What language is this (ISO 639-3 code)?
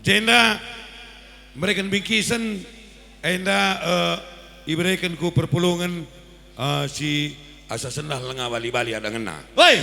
btx